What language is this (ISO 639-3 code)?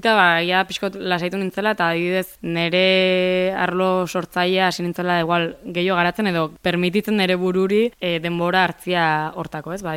eus